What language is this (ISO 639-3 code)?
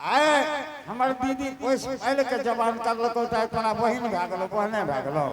anp